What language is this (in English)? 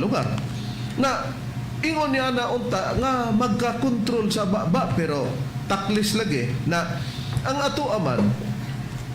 Cebuano